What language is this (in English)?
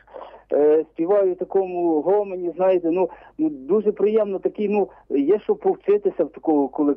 Ukrainian